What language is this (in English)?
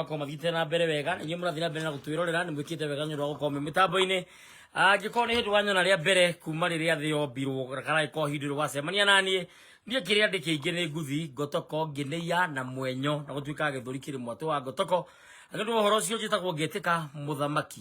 Kikuyu